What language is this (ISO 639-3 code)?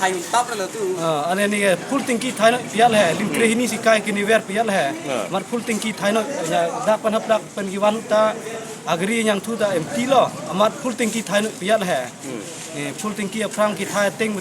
mjw